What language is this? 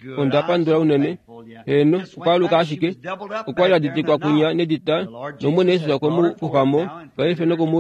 Kuanyama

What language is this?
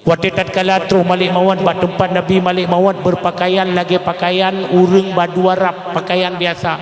Achinese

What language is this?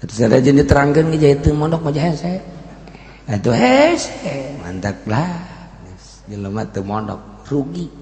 Sundanese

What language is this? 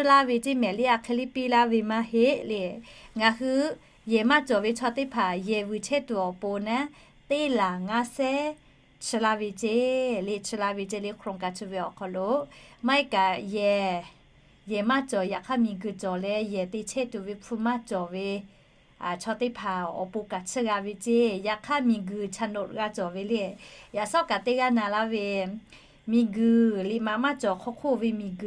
Lahu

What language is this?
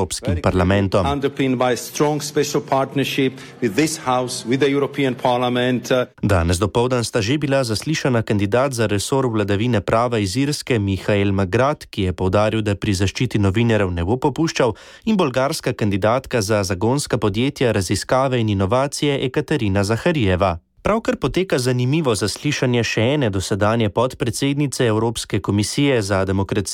Slovenian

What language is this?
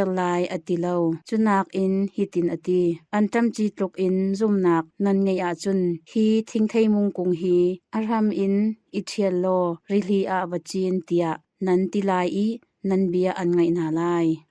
Hakha Chin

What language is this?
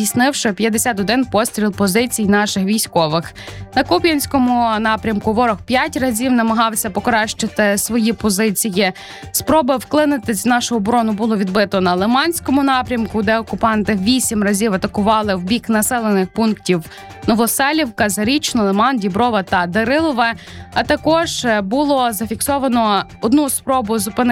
Ukrainian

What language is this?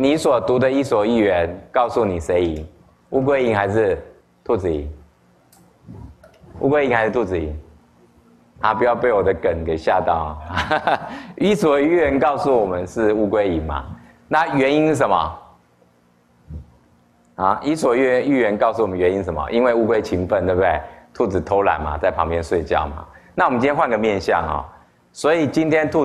Chinese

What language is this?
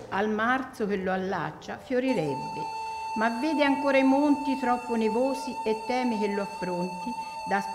Italian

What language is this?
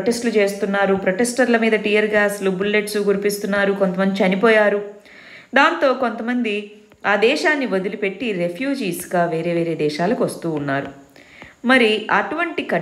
Telugu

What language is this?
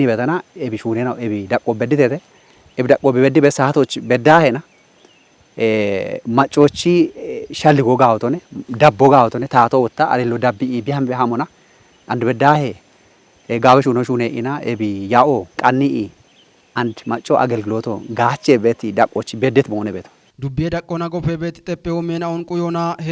Kafa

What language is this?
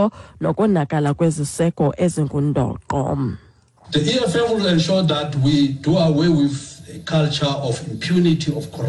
Xhosa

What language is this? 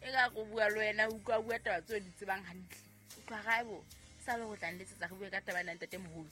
Southern Sotho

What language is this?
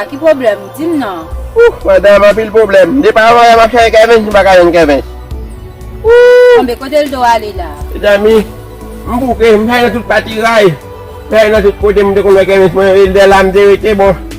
Haitian Creole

